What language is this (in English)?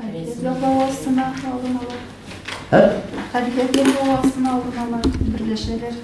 Tatar